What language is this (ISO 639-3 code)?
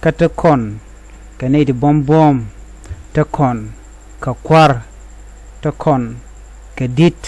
nus